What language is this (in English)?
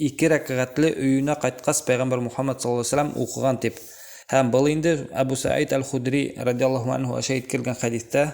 Bashkir